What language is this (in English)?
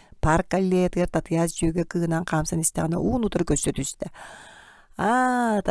Yakut